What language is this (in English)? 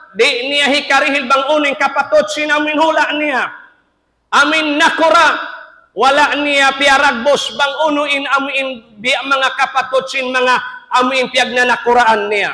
Tausug